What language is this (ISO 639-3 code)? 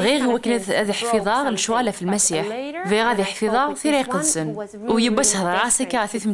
kab